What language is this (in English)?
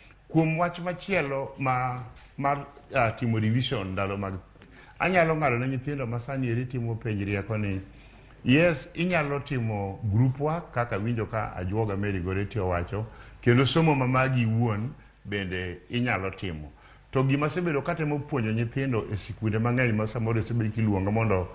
Luo (Kenya and Tanzania)